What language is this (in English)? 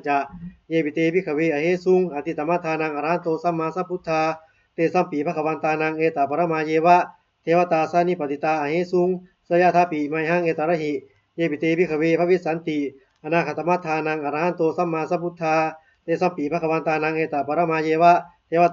Pali